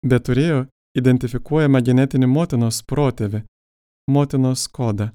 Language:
Lithuanian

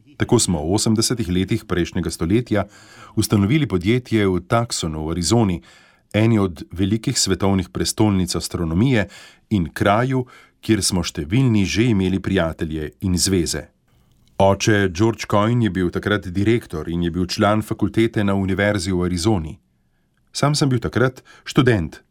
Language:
Slovenian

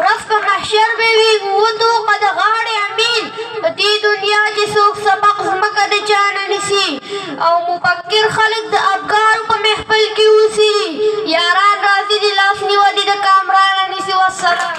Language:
Pashto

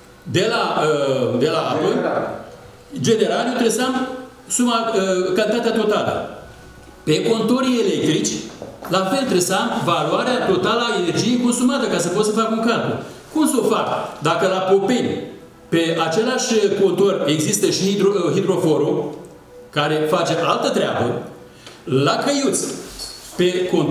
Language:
Romanian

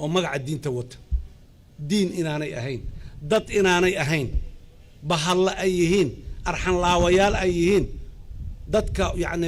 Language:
Somali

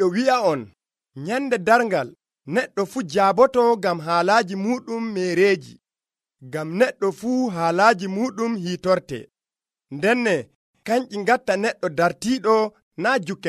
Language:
Nigerian Fulfulde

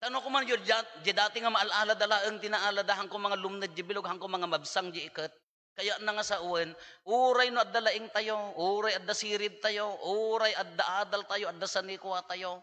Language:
Iloko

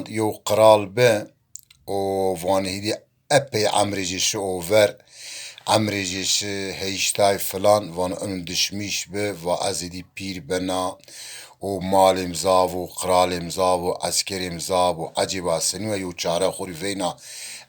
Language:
Zaza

